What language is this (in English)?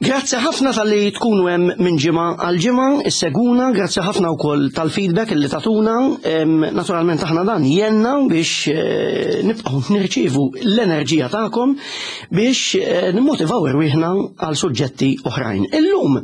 Maltese